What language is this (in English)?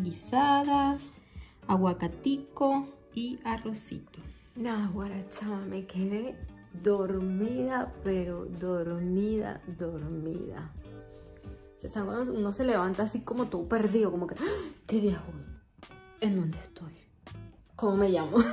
Spanish